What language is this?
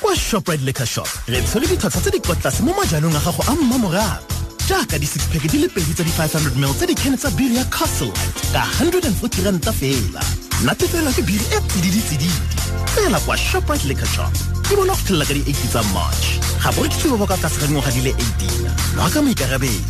Tswana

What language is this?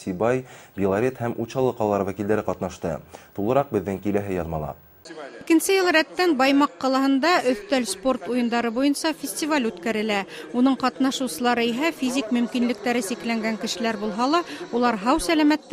Bashkir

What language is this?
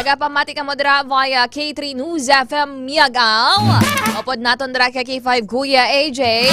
Hiligaynon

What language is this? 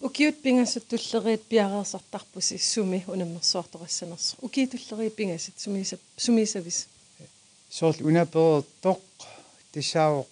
Kalaallisut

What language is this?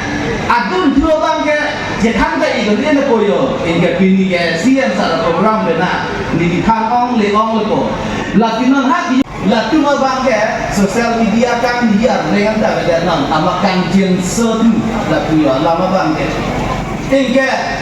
Karbi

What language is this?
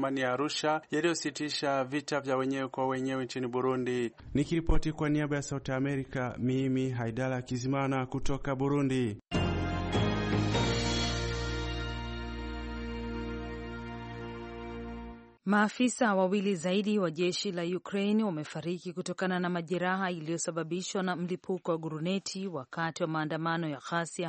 Swahili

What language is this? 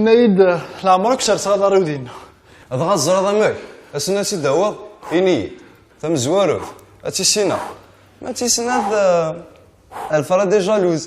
Kabyle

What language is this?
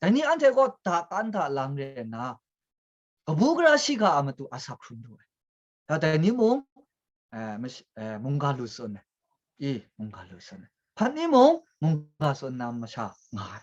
Kachin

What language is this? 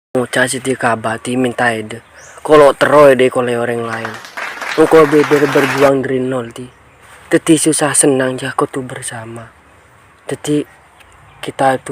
Madurese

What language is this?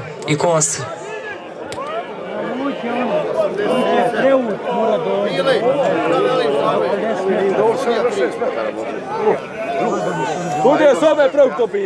Croatian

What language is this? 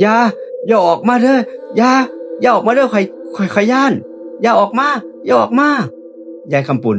Northeastern Thai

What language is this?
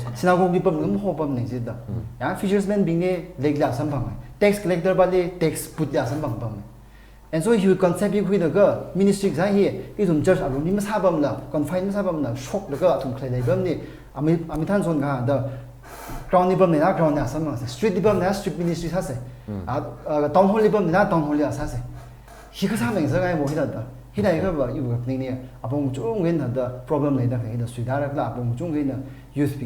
Tangkhul Naga (India)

